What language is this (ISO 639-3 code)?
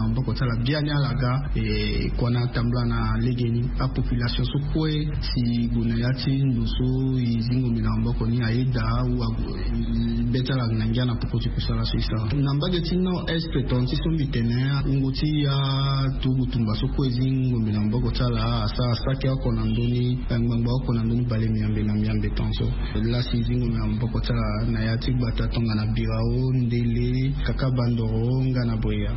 sag